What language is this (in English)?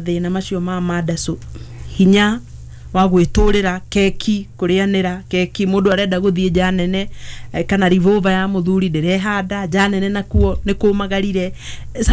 Kikuyu